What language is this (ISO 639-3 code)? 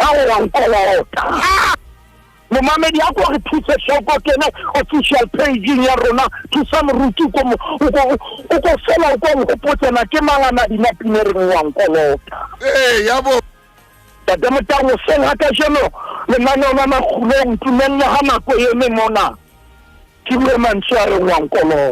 sot